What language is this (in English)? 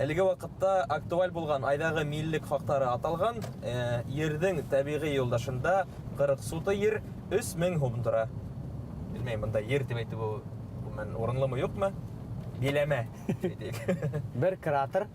Bashkir